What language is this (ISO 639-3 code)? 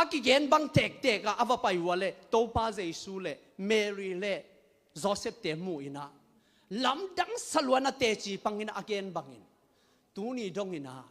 ctd